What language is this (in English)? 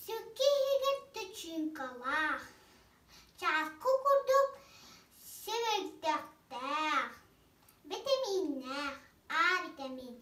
Yakut